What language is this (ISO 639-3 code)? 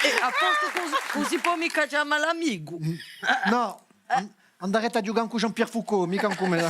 cos